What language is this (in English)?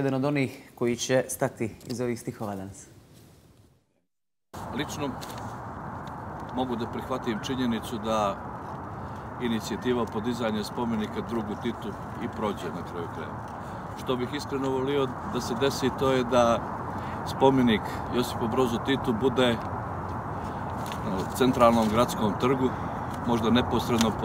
Bosnian